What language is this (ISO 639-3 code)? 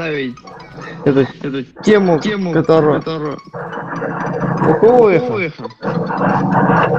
rus